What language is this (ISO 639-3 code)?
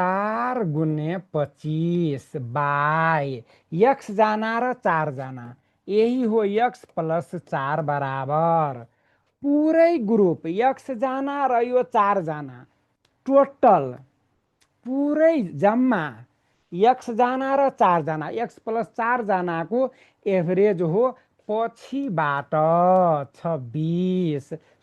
nep